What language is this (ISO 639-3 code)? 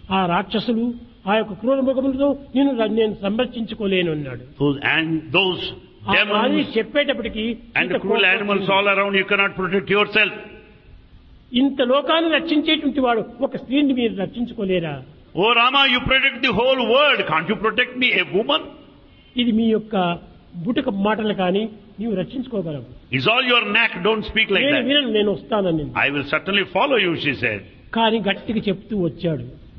tel